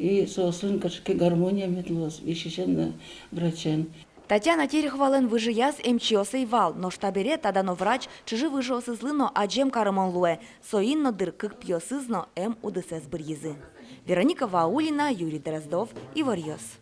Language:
Udmurt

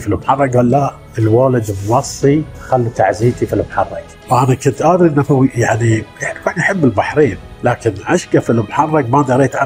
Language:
Gulf Arabic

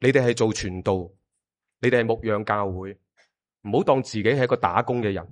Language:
Cantonese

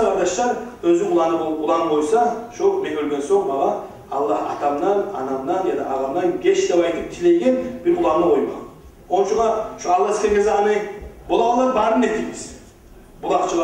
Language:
Kumyk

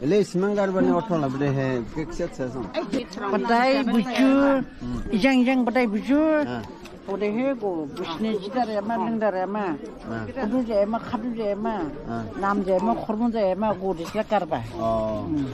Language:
Dimasa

